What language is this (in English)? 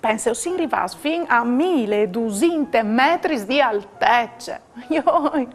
Friulian